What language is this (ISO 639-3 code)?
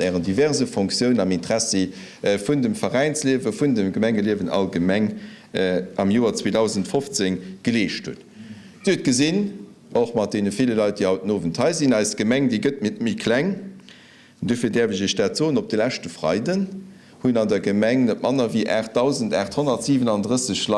ltz